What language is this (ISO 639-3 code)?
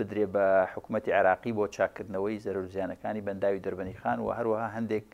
ckb